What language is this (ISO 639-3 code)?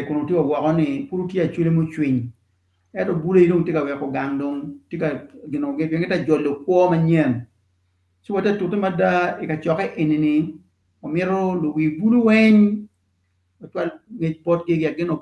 ach